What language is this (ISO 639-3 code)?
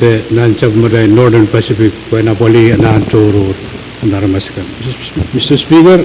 pon